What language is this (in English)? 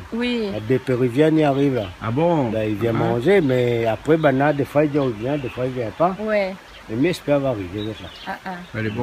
Réunion Creole French